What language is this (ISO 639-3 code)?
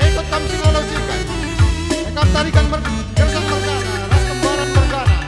btx